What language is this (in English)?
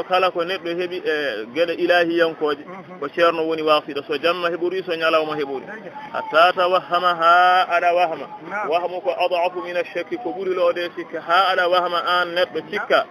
Fula